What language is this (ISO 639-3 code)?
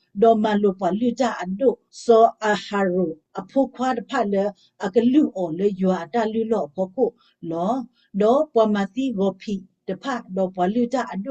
ksw